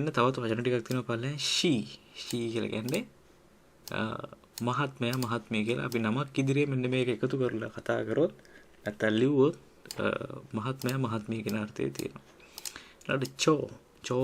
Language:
Sinhala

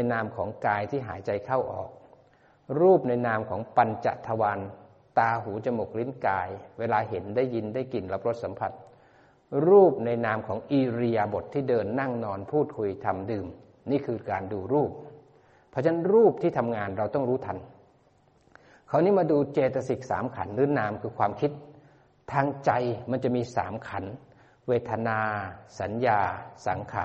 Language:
Thai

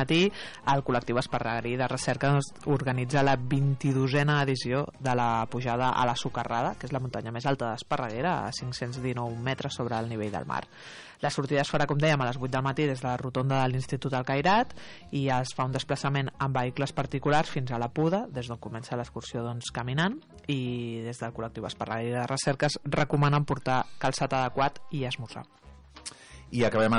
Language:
Catalan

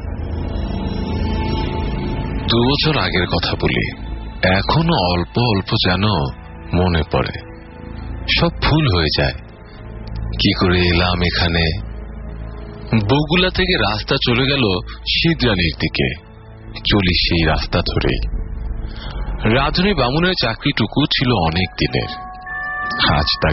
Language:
Bangla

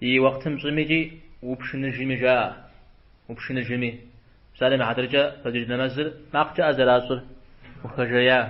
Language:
Kabardian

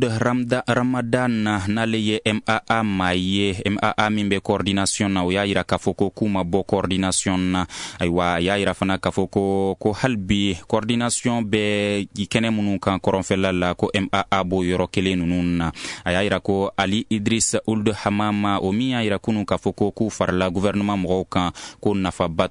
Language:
Bambara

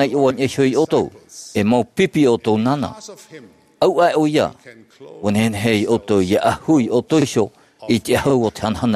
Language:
Tahitian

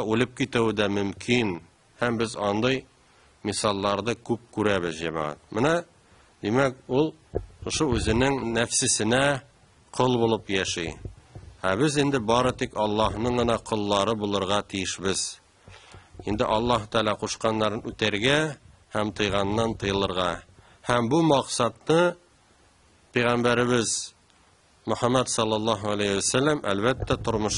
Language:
Tatar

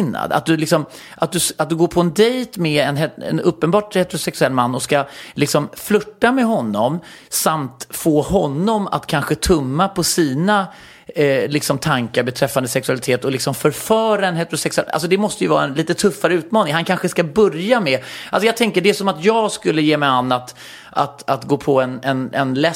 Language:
Swedish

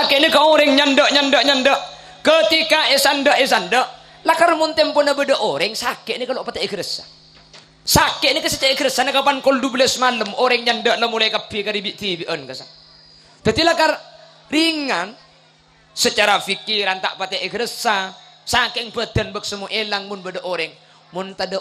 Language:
Madurese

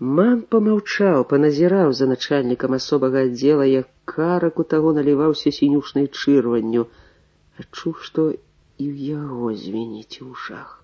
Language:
Belarusian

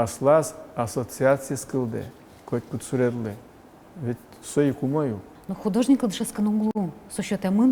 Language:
Udmurt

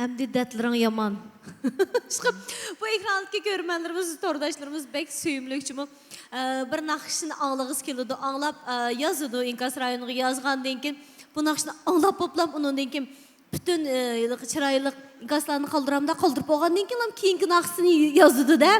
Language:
Uyghur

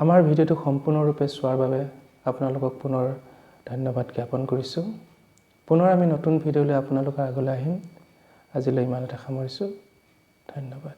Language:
Assamese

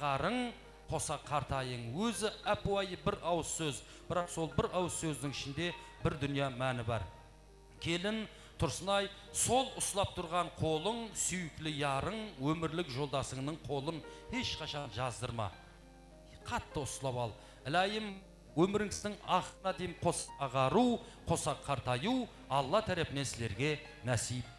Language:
Kara-Kalpak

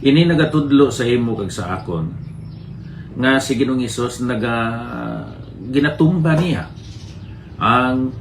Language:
Hiligaynon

